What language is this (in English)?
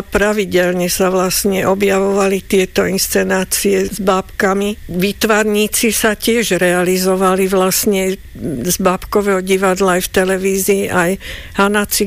Slovak